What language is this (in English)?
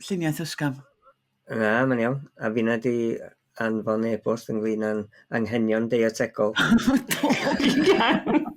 Welsh